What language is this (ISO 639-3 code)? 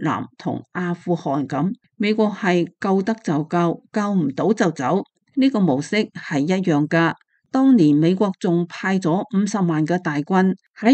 yue